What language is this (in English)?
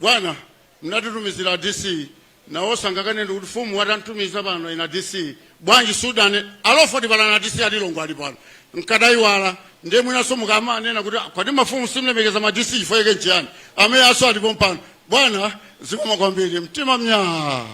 Nyanja